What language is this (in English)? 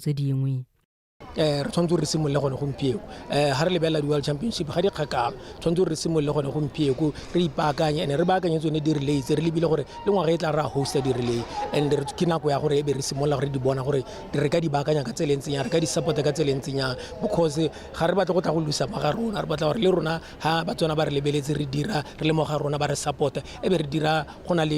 Tswana